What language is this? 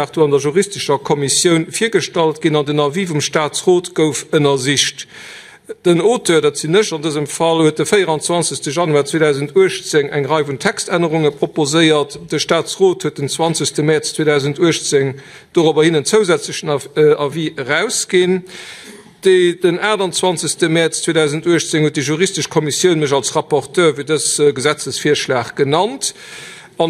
Luxembourgish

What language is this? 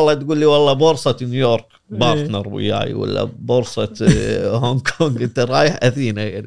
Gulf Arabic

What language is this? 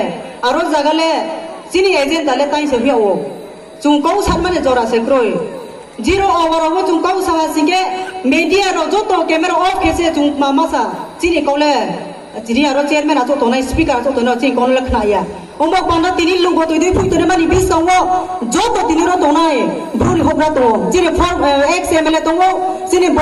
Riang (India)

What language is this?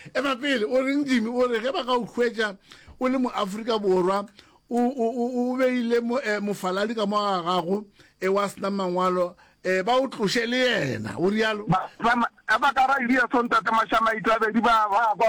Northern Sotho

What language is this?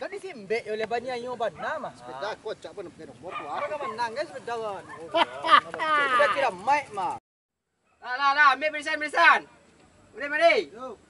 Minangkabau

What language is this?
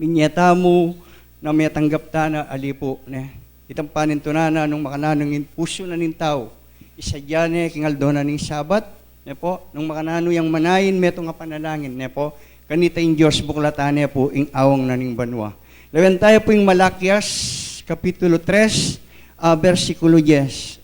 Pampanga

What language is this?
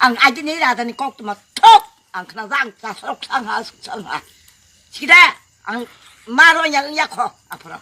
Kok Borok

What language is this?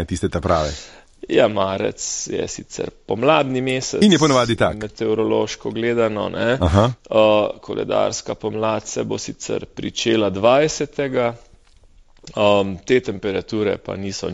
Slovenian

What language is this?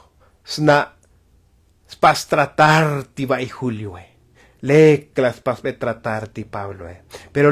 Tzotzil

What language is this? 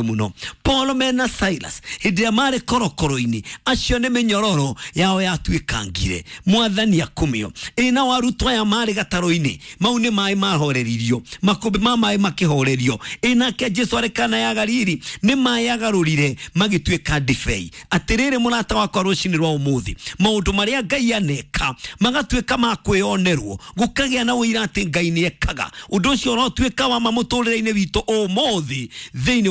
Kikuyu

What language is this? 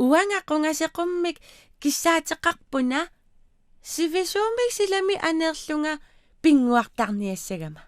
Kalaallisut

